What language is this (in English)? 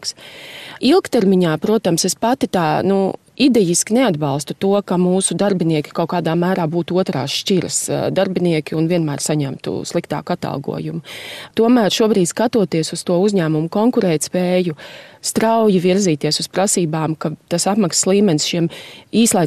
Latvian